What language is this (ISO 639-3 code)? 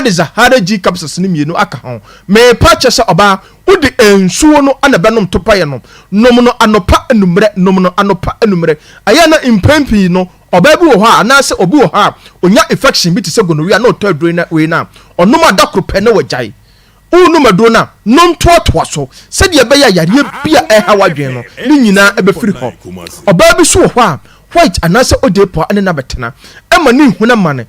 aka